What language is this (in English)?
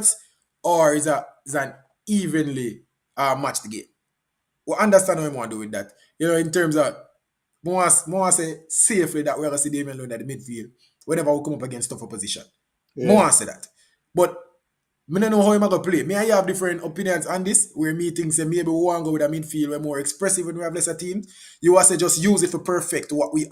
Jamaican Creole English